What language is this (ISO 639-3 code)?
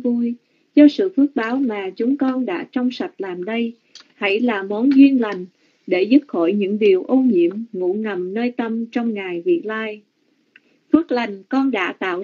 vie